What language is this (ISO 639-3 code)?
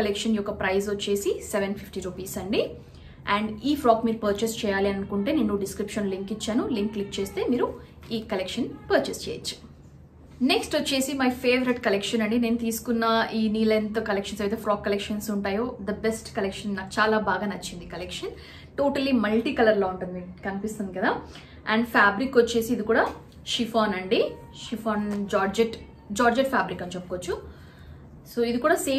tel